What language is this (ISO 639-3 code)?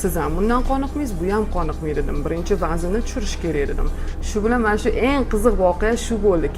uzb